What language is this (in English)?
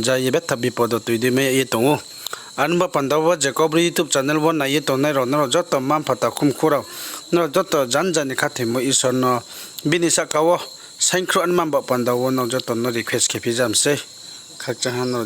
Riang (India)